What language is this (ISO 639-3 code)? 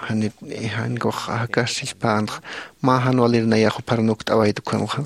aym